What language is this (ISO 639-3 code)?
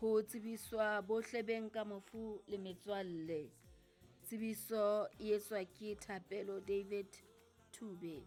sot